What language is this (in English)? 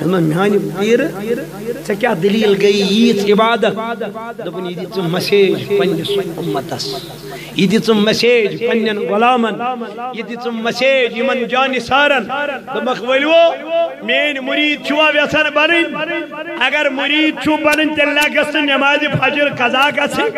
Kashmiri